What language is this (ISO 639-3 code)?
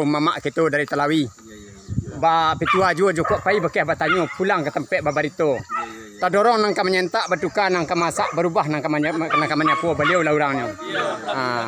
min